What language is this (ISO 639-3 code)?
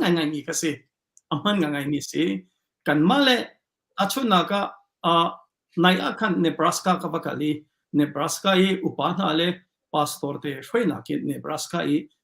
cnh